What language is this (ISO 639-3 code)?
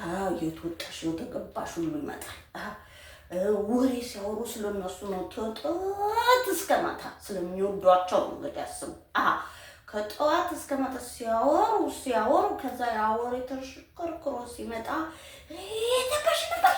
amh